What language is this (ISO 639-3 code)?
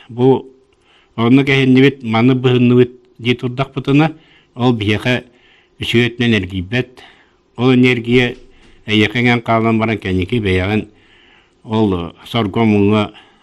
sah